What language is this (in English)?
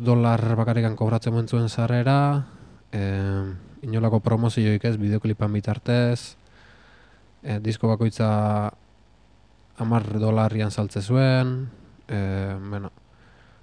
Basque